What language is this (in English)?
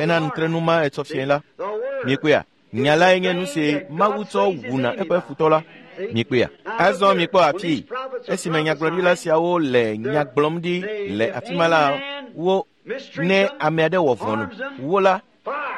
Ewe